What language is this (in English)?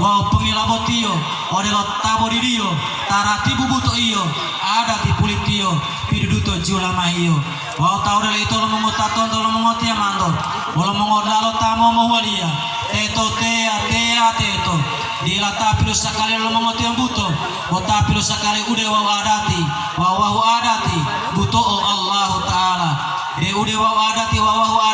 Gorontalo